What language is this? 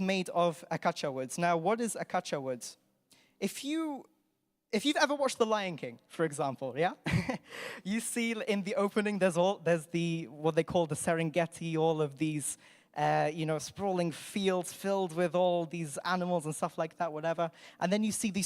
English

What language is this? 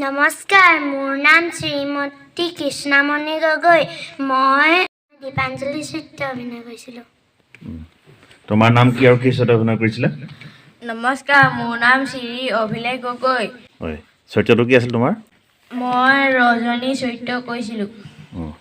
Assamese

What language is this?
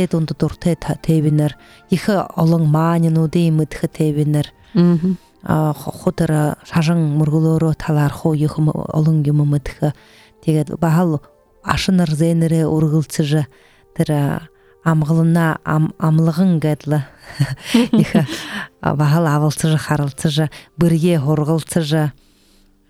Buriat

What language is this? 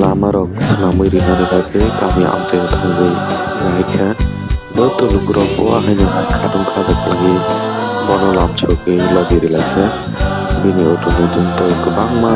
Kok Borok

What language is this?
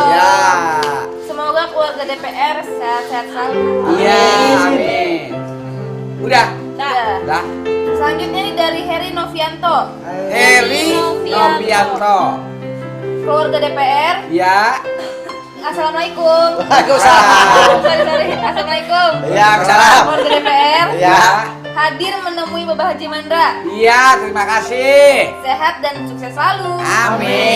Betawi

